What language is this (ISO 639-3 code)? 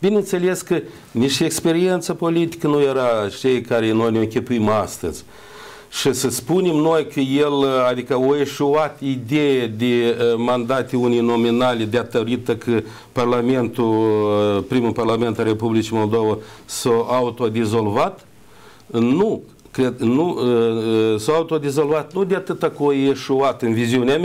ron